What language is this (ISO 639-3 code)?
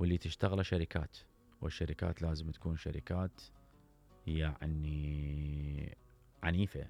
acm